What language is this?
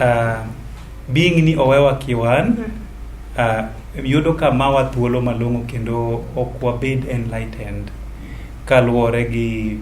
Luo (Kenya and Tanzania)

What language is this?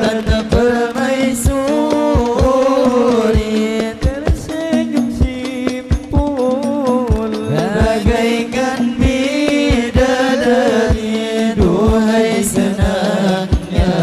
Banjar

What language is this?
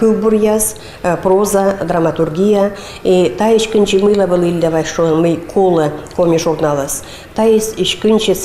Komi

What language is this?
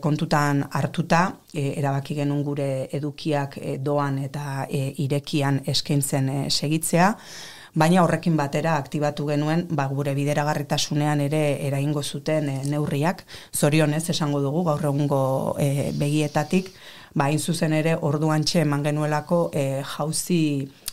Basque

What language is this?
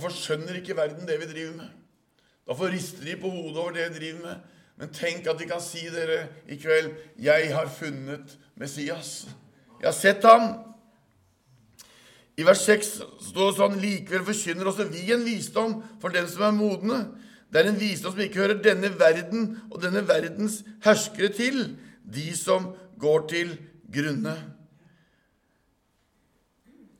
Norwegian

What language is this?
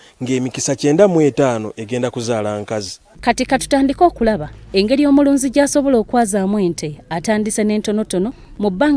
Ganda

